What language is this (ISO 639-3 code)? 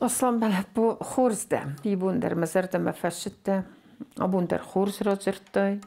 oss